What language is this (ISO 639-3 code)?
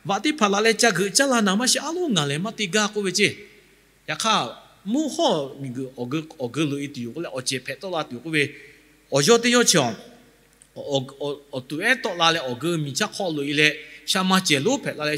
lhu